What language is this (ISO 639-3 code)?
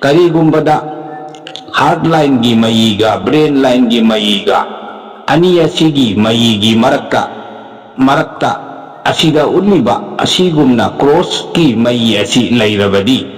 mni